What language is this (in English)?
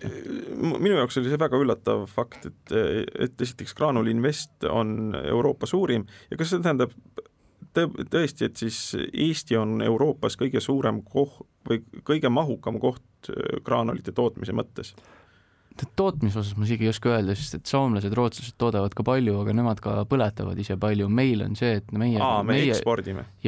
Estonian